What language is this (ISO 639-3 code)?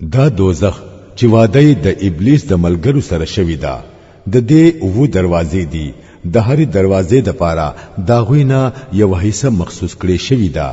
pus